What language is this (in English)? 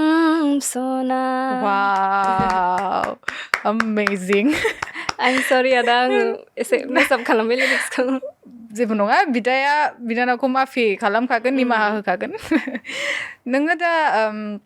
Bodo